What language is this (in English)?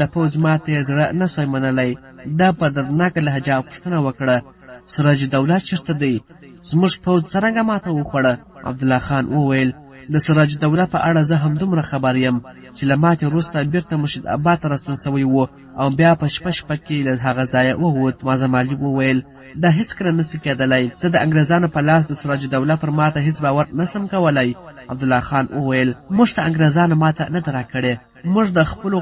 Pashto